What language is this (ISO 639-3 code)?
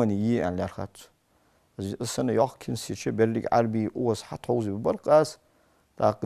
inh